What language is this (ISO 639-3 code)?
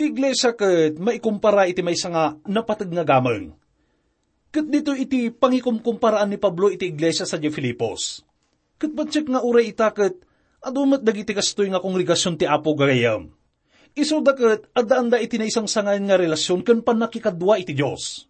ilo